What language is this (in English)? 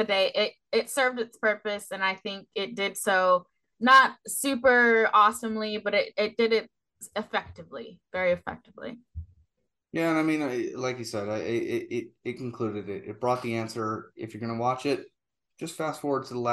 English